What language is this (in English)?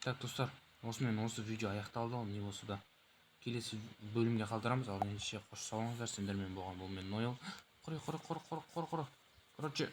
Kazakh